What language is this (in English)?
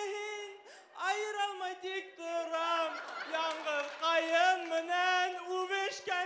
Bashkir